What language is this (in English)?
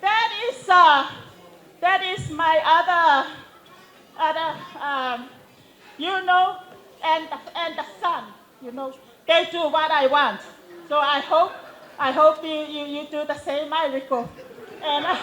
Samoan